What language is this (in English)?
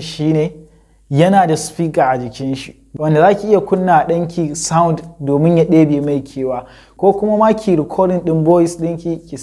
Hausa